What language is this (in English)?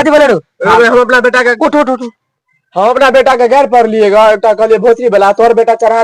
Maithili